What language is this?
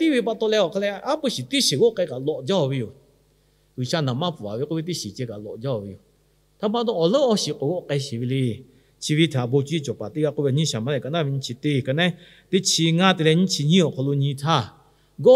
Lahu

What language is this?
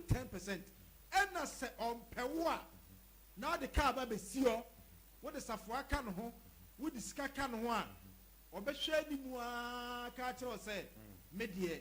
Akan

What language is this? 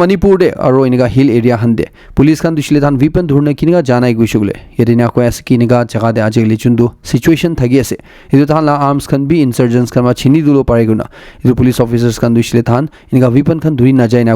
Naga Pidgin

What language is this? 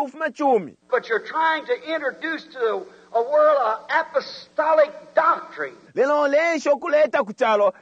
Bemba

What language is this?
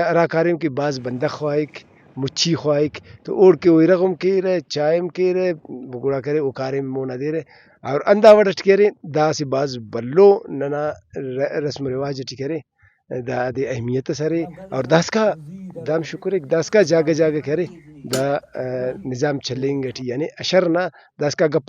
Brahui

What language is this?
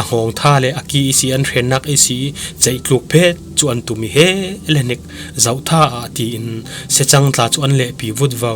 Falam Chin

